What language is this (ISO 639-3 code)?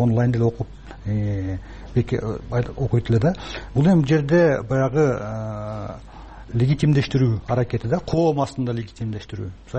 kir